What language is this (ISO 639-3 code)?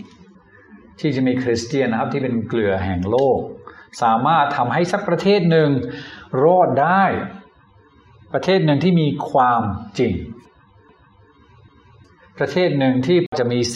tha